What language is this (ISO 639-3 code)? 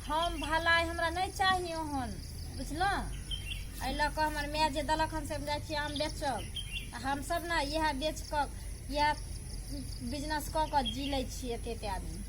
mai